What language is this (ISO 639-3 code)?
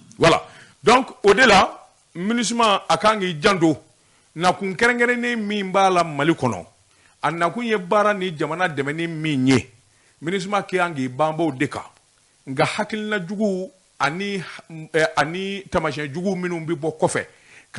bam